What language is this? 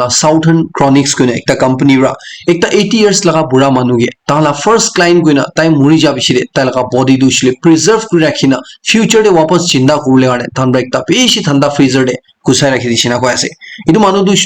Naga Pidgin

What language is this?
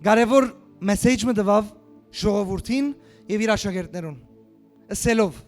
Western Armenian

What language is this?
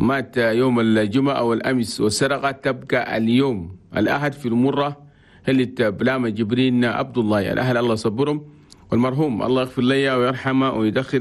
Chadian Arabic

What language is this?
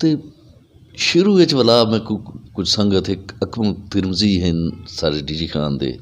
Saraiki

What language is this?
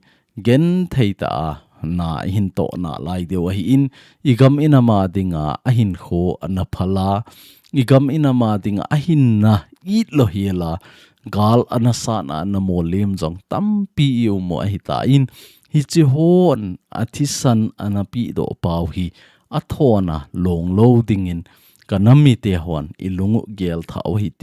Thado Chin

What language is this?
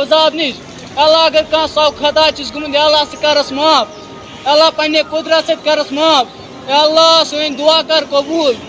Kashmiri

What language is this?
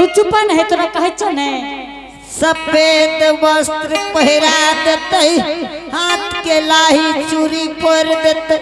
Angika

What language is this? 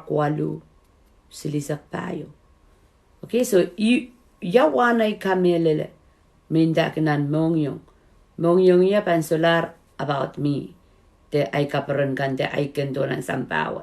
Pohnpeian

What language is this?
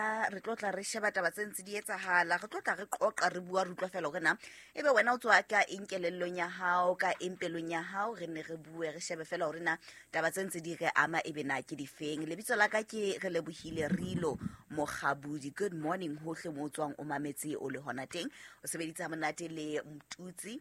Southern Sotho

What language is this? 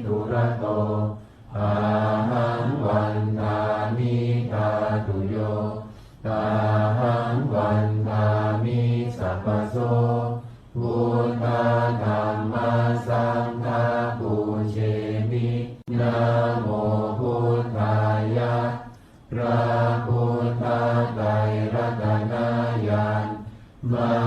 Pali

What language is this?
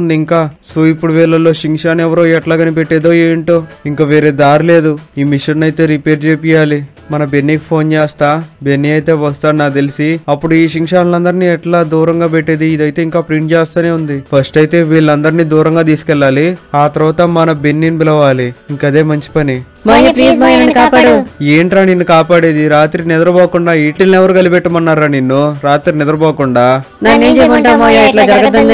Telugu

